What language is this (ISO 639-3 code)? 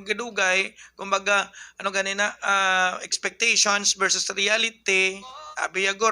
hil